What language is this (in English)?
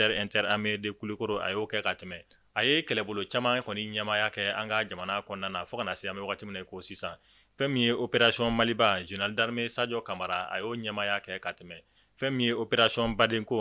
Bambara